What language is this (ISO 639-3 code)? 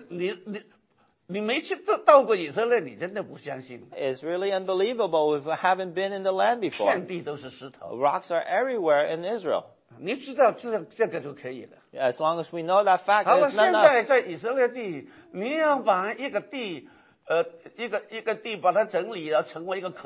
zho